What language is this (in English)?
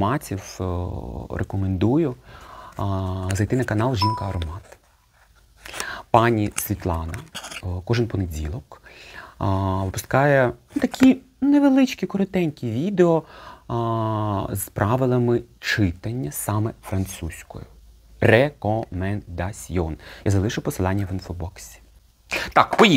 Ukrainian